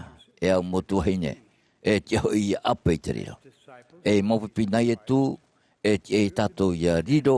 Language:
Tahitian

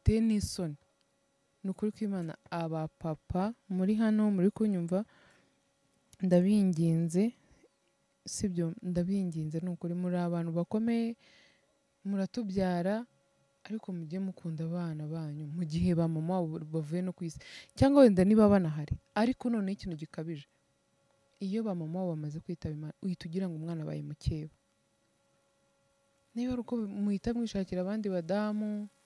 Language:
Kinyarwanda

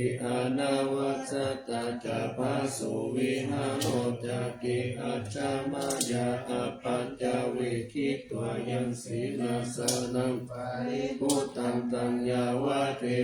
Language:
Pali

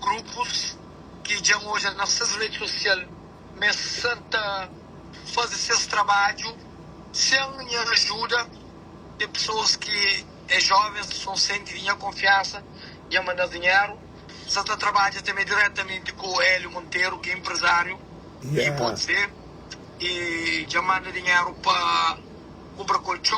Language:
Kabuverdianu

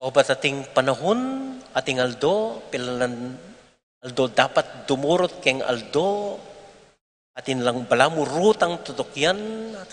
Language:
Pampanga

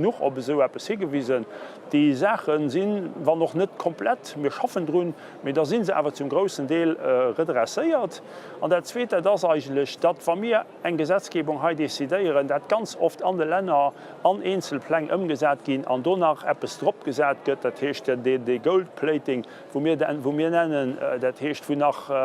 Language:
Luxembourgish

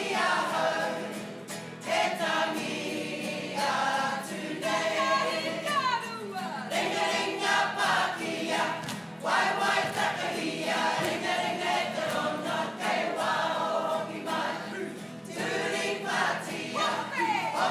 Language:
Māori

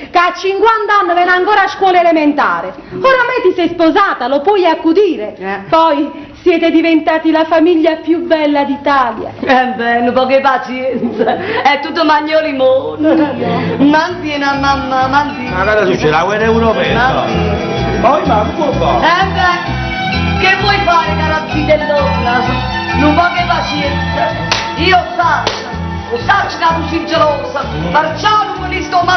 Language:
Neapolitan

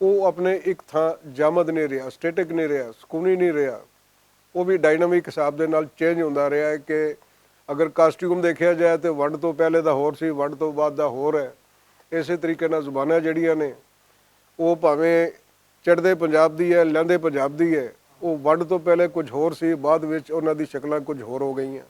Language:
Western Panjabi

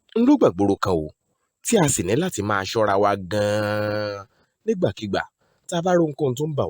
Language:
Yoruba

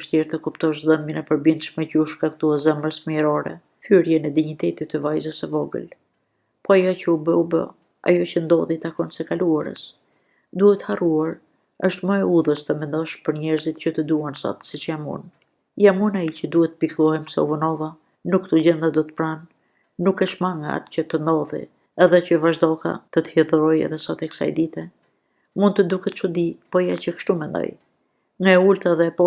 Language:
Albanian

